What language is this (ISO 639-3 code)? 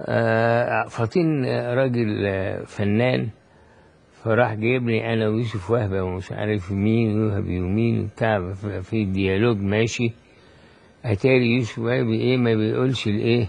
arz